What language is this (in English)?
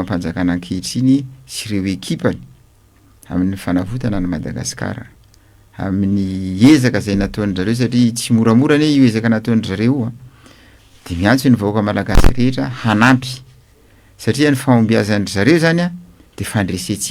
Malagasy